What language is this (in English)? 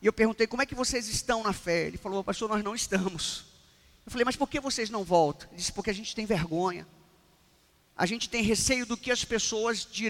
Portuguese